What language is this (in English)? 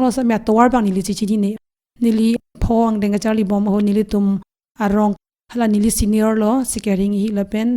Karbi